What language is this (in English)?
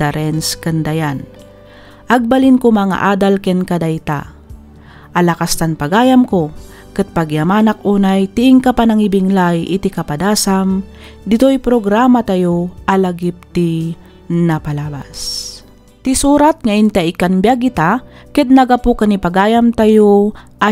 Iloko